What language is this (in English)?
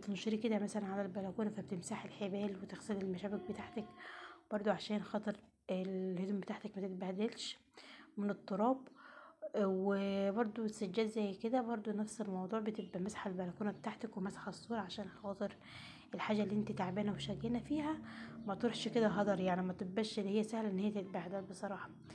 Egyptian Arabic